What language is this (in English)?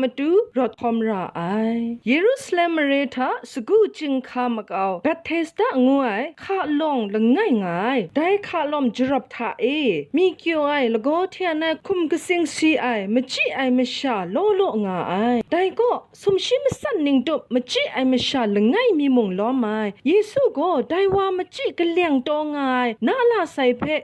Kachin